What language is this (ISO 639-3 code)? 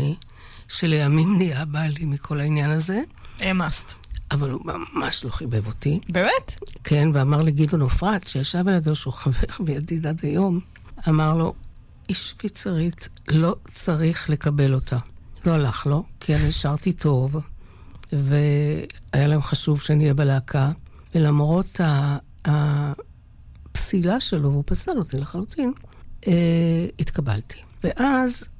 heb